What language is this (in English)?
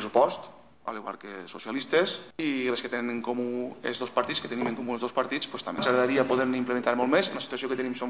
Catalan